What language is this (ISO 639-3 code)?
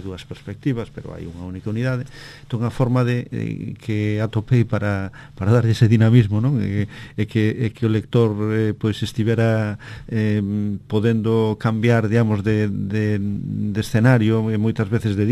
glg